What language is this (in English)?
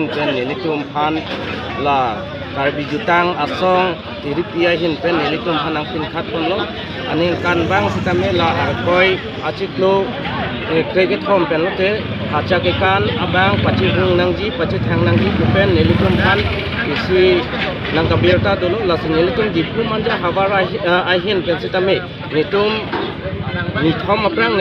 Karbi